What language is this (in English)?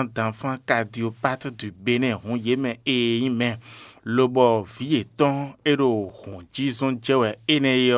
Fon